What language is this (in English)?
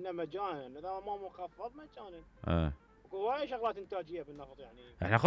Mesopotamian Arabic